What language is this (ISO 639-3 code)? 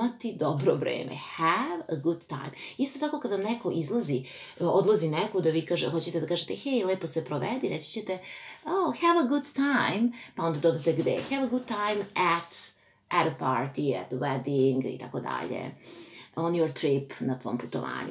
srp